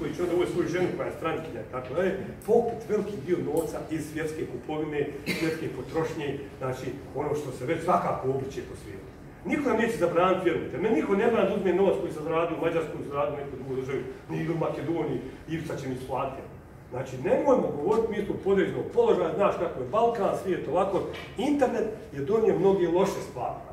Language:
Bosnian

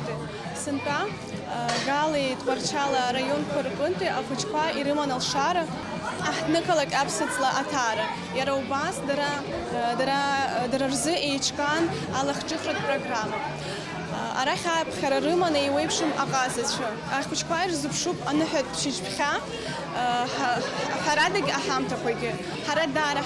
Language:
Abkhazian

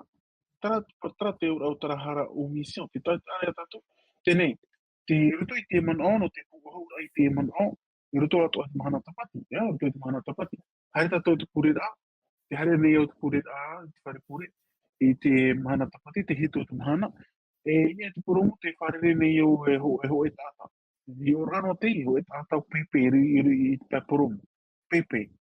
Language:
Tahitian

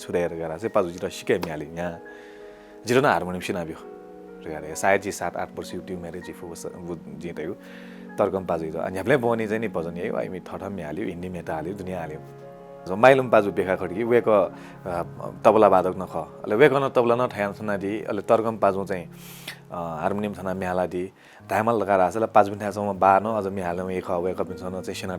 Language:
Newari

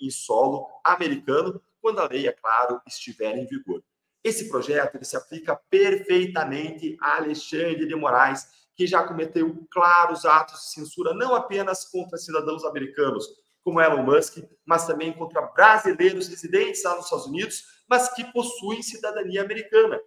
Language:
Portuguese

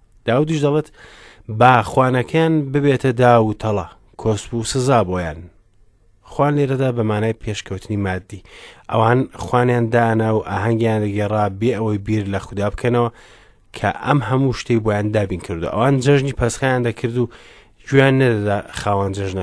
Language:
Central Kurdish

